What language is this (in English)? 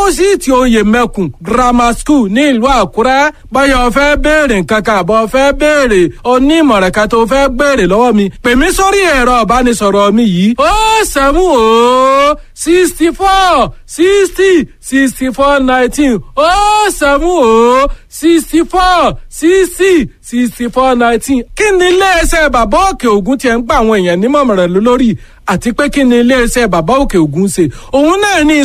Yoruba